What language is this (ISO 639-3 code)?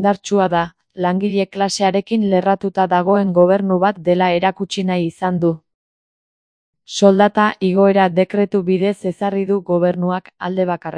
eus